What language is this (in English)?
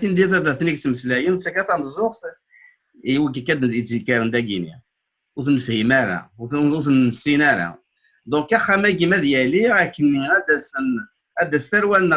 Kabyle